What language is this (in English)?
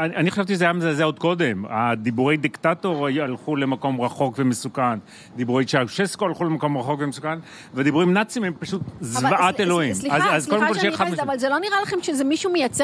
Hebrew